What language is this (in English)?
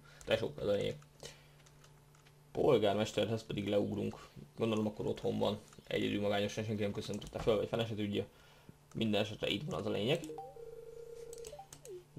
Hungarian